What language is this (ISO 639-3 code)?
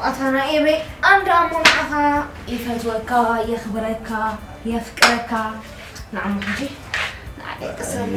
tir